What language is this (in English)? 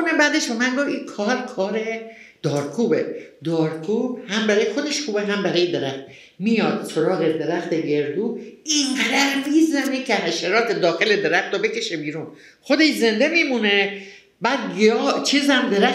Persian